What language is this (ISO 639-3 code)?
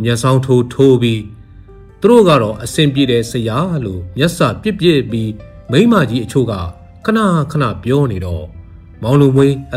mya